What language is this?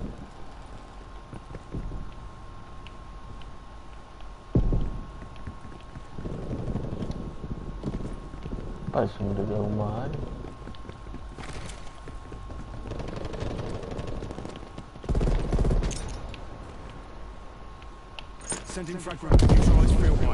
Malay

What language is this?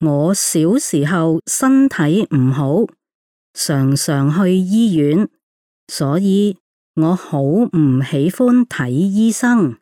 Cantonese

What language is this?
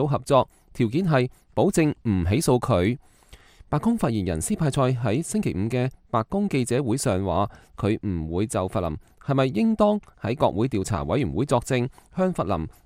Cantonese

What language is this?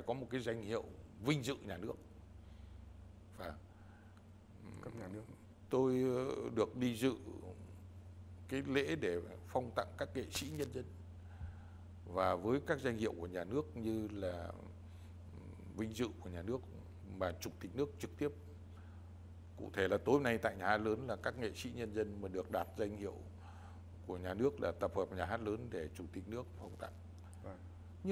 Vietnamese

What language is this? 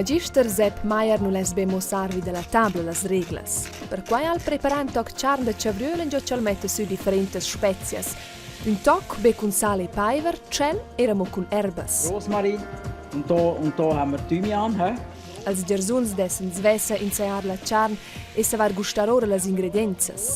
Romansh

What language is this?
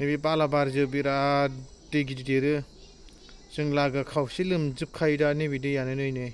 Bodo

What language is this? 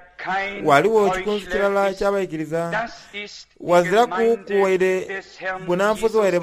Soga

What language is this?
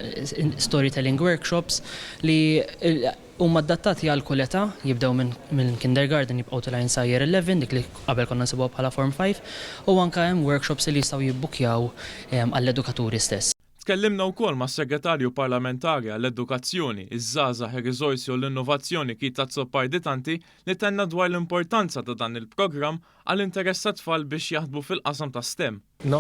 Maltese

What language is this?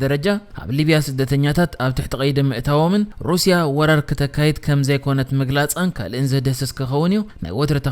Tigrinya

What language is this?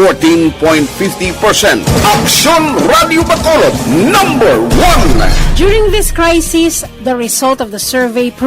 Hiligaynon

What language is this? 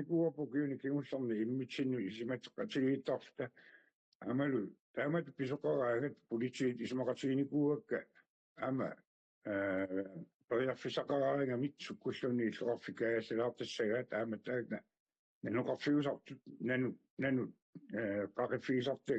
Kalaallisut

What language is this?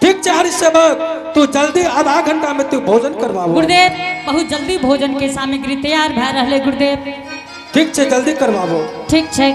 Angika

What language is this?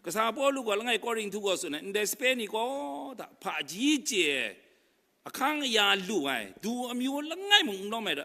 Kachin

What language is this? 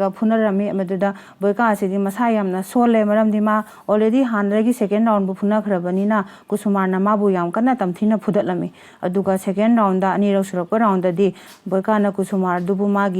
Manipuri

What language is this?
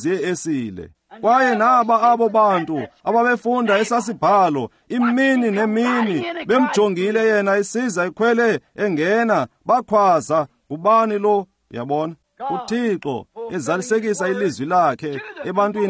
Xhosa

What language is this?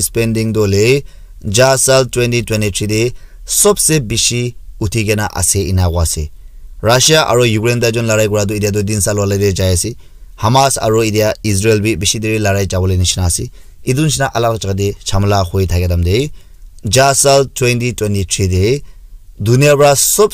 Naga Pidgin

